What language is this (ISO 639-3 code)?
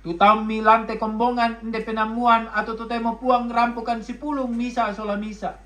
sda